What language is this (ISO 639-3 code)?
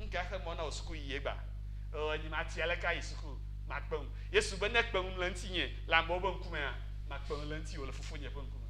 ewe